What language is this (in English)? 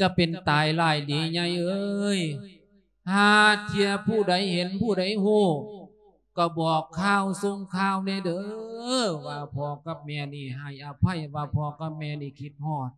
Lao